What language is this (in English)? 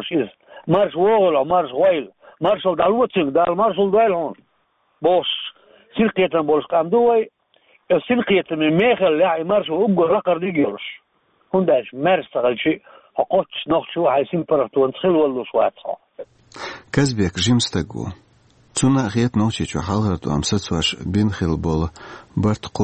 Chechen